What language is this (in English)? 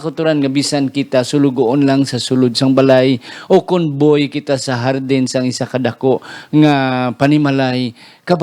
Hiligaynon